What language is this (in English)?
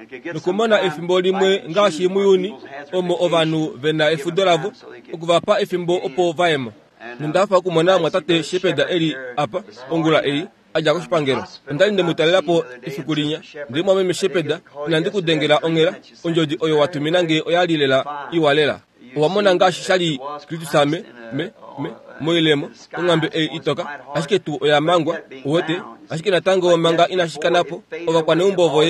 Kuanyama